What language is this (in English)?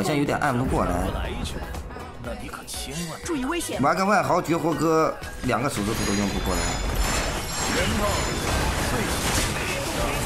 Chinese